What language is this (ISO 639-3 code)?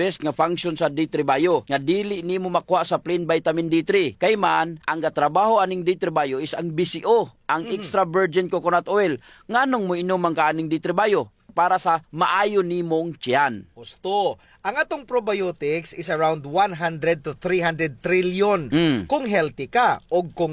ceb